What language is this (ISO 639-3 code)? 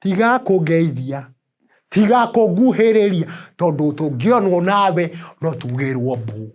kik